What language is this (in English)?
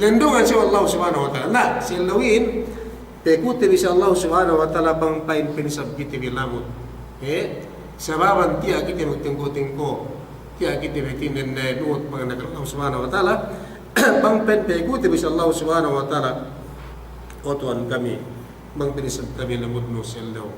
Yakan